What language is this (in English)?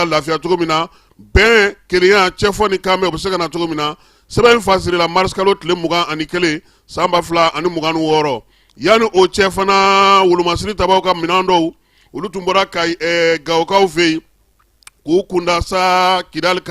Bambara